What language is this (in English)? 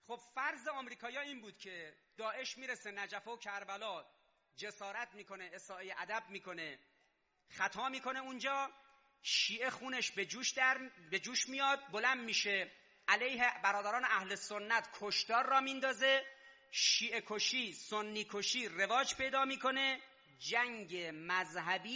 Persian